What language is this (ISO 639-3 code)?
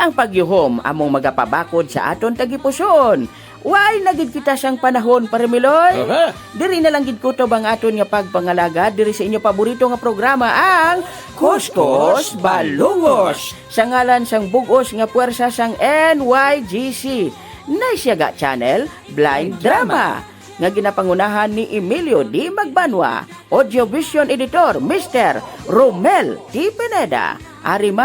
hil